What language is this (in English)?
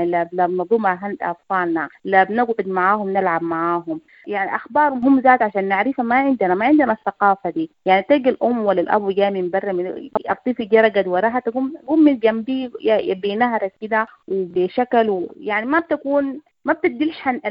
Sudanese Arabic